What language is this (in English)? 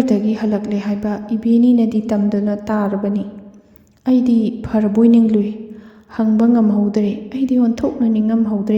Manipuri